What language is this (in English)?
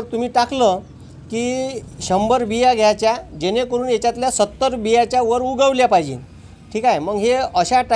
Marathi